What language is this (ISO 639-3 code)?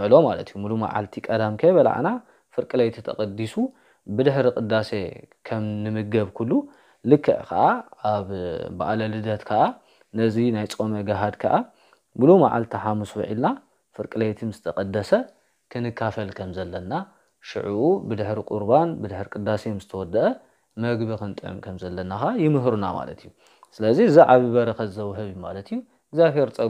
tir